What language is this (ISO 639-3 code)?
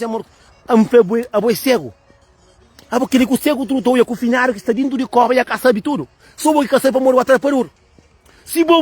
kea